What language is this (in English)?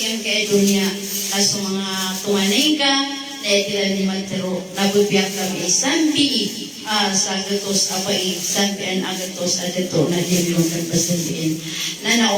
Maranao